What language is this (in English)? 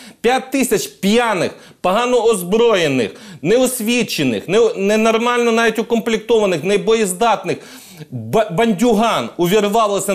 Ukrainian